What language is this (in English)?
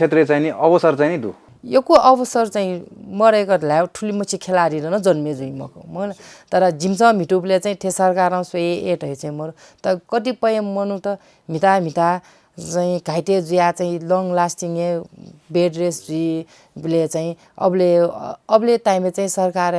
Newari